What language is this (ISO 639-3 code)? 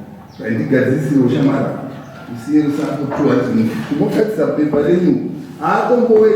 sna